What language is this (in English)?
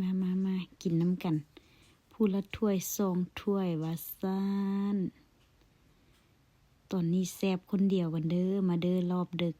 Lao